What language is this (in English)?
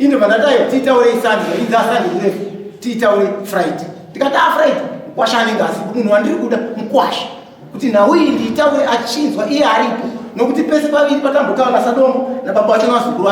Shona